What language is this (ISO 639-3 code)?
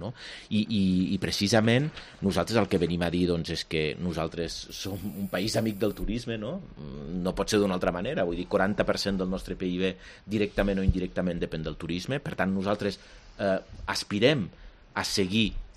cat